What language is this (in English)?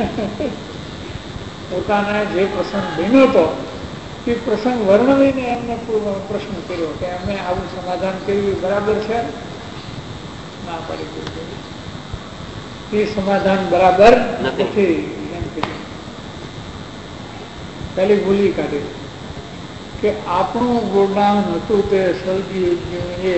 Gujarati